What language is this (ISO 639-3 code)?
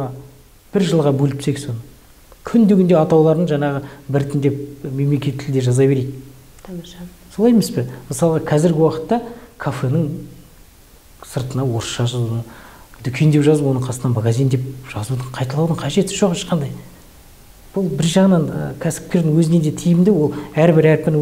kaz